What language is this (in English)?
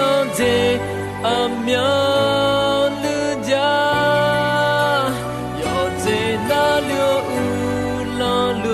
Akha